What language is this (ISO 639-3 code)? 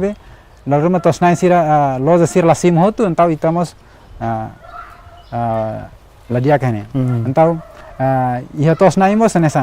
tet